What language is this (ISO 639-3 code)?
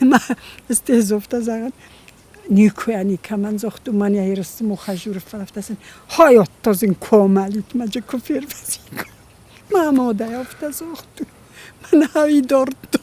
oss